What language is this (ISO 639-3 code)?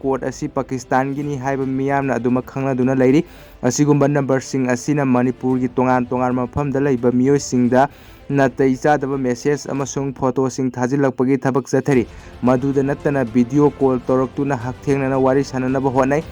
mni